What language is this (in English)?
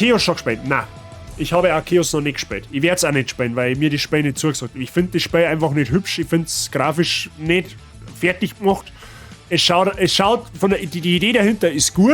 Bavarian